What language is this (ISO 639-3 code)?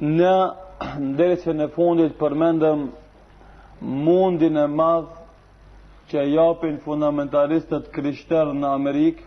sqi